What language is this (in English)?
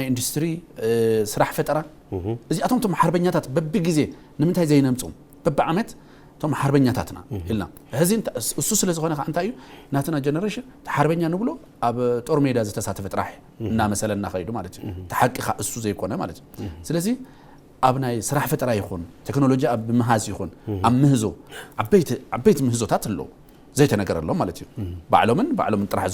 Tigrinya